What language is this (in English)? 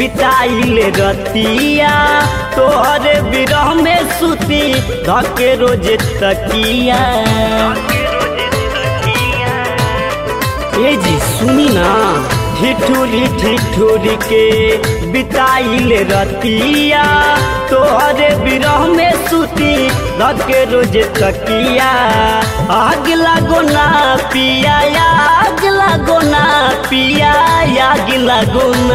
Bhojpuri